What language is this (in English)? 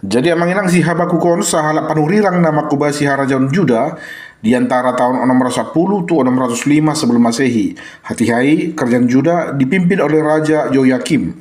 Batak Toba